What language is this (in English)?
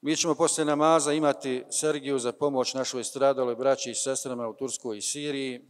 Bosnian